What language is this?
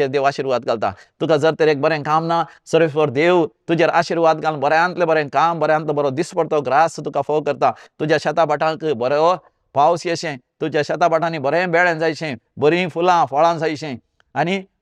Konkani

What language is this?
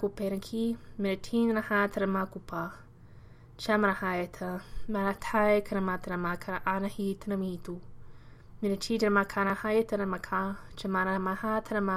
Latvian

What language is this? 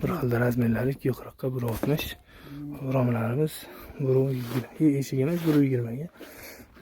Uzbek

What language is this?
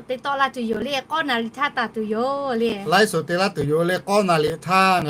Lahu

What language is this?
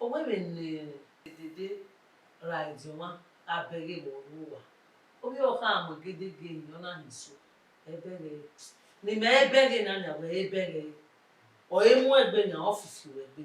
Bini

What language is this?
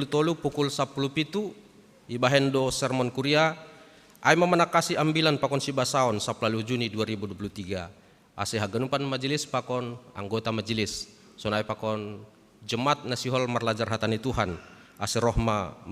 Batak Simalungun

